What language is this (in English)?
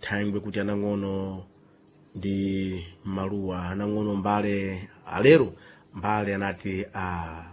Sena